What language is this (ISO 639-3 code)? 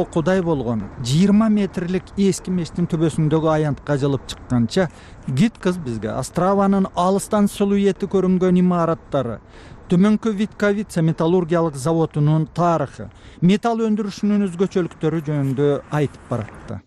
kir